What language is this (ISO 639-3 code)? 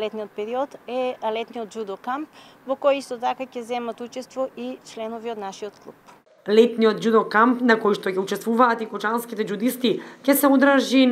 mkd